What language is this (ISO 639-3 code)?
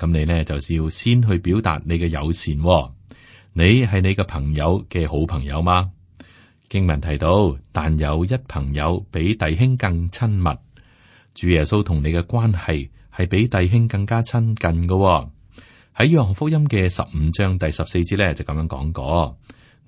yue